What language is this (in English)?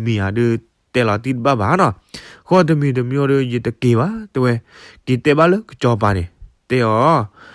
S'gaw Karen